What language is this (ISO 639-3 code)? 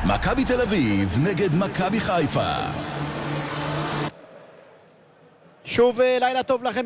heb